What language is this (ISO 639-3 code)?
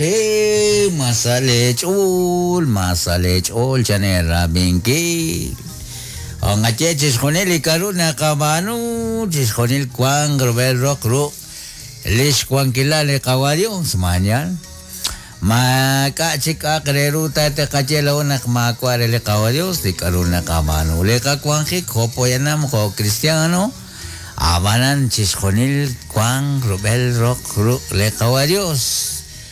kek